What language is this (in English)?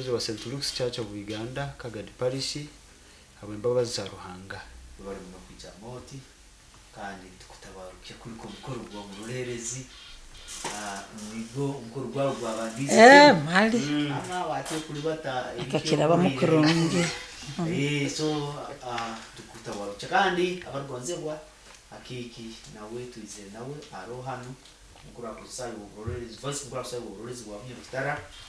Nyoro